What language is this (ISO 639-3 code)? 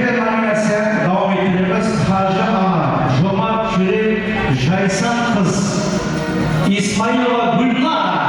kaa